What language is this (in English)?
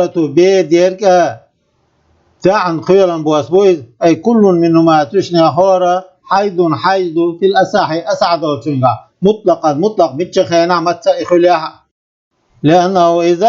Chechen